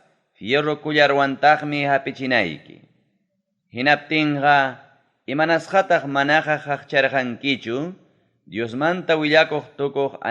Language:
Ayacucho Quechua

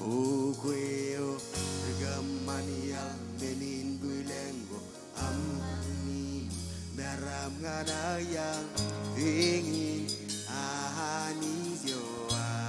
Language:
Marshallese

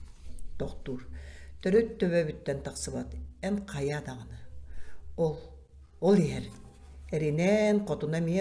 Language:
Yakut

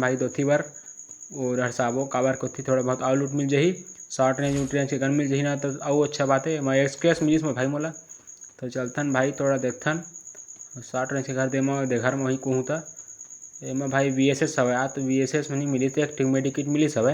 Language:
Chhattisgarhi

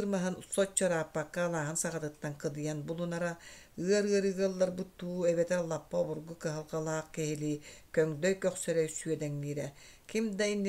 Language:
Yakut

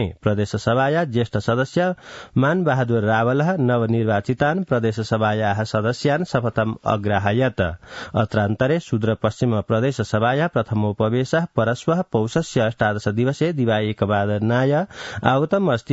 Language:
Sanskrit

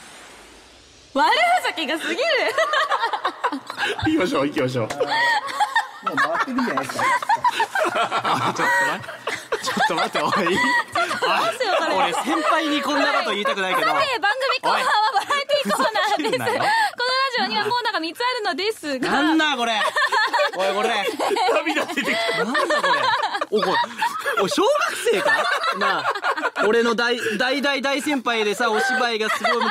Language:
Japanese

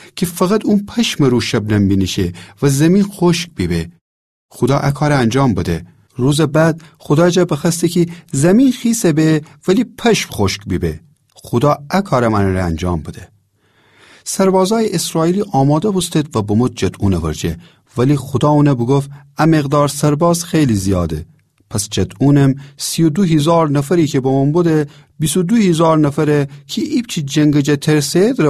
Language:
Gilaki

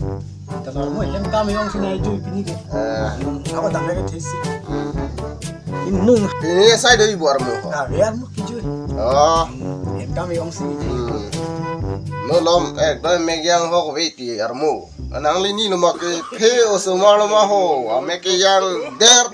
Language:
Karbi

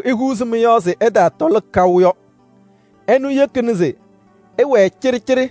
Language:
Kabiyè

